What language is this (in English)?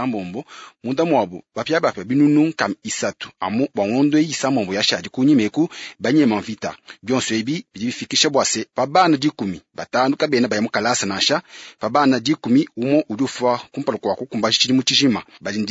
Luba-Lulua